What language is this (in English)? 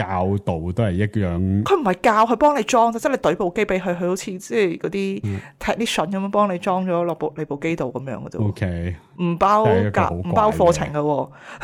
Cantonese